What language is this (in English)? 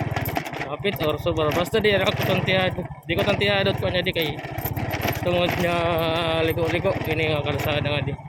Waray